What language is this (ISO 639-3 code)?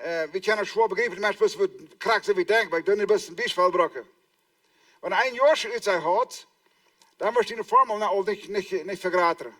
pdt